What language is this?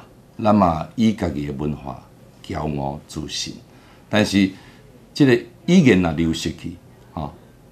Min Nan Chinese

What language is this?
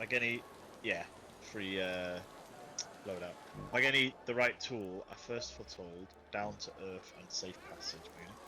Welsh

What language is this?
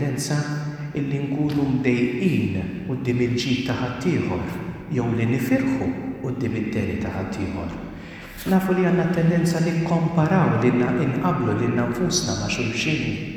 Maltese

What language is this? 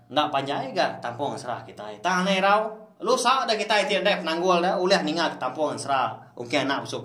Iban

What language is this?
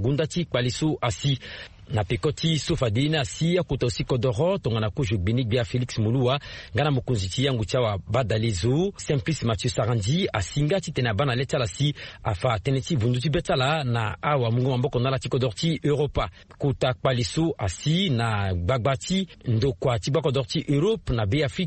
Sango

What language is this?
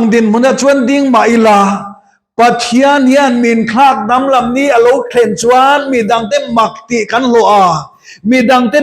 Mizo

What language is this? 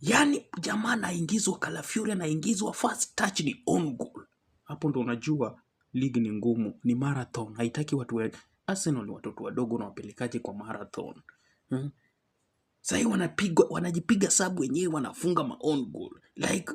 Swahili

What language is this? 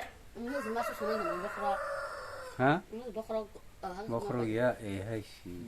Kok Borok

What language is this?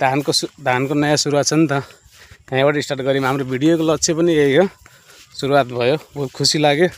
Nepali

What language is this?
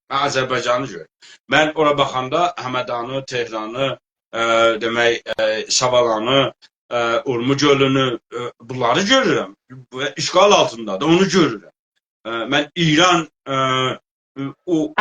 South Azerbaijani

